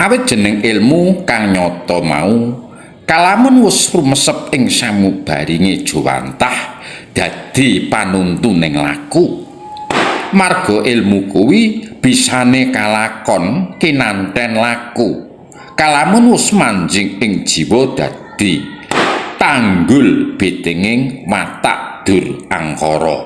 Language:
Javanese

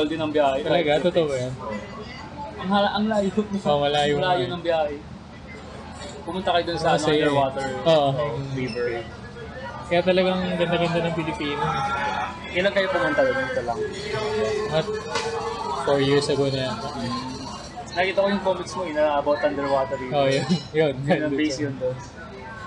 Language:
Filipino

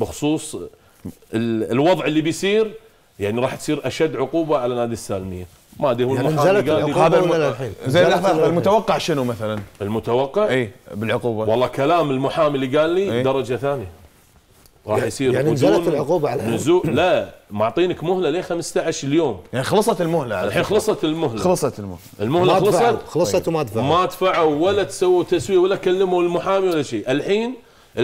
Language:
Arabic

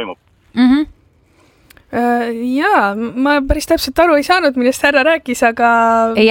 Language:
Estonian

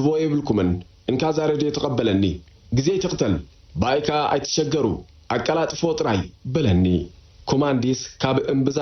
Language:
Tigrinya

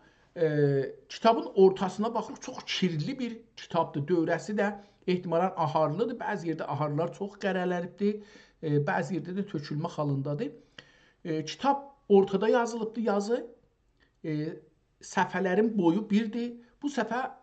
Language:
South Azerbaijani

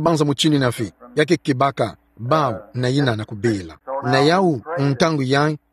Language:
Kituba (Democratic Republic of Congo)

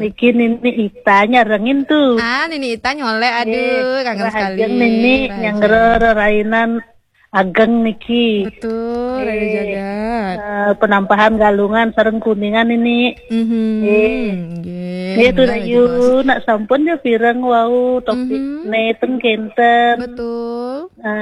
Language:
Balinese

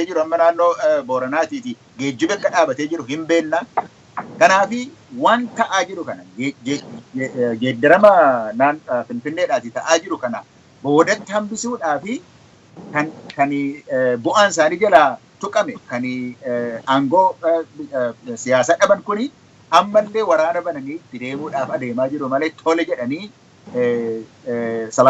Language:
Oromo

